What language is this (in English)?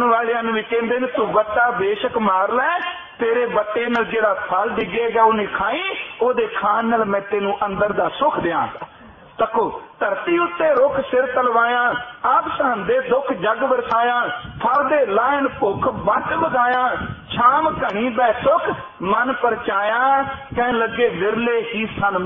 Punjabi